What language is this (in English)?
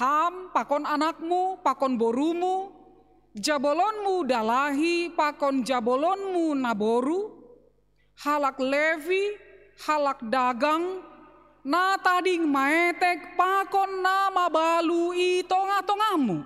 Batak Simalungun